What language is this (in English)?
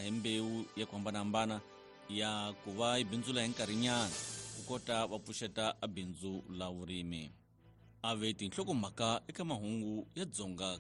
Tsonga